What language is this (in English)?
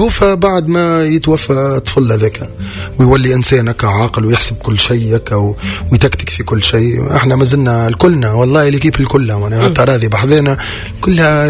Tunisian Arabic